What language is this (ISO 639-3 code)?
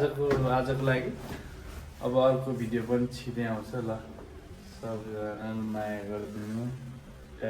nep